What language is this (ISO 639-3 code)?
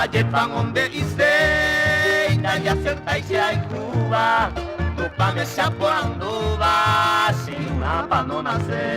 grn